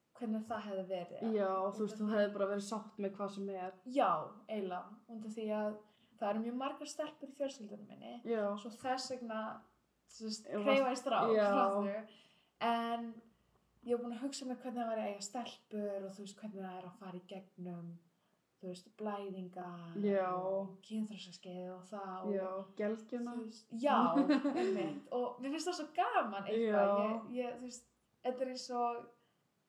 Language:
Icelandic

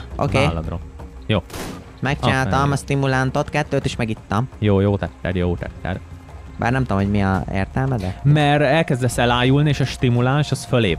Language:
Hungarian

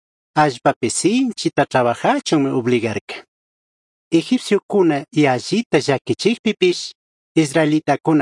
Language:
Chimborazo Highland Quichua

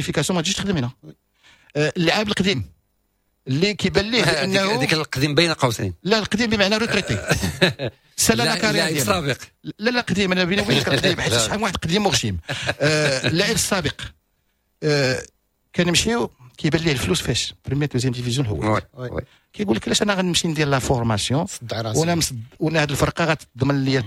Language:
Moroccan Arabic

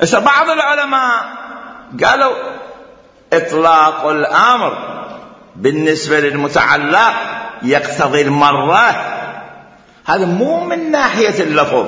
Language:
Mesopotamian Arabic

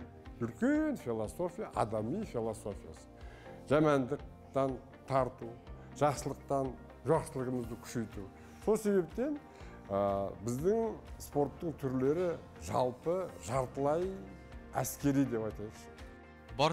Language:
Kazakh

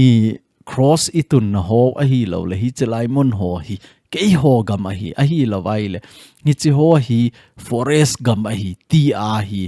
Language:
Thado Chin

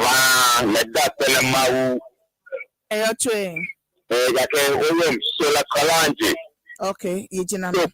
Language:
Ewe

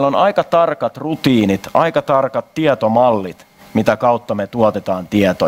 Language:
Finnish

